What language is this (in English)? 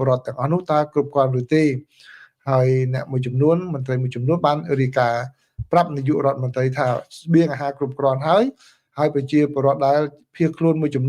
Khmer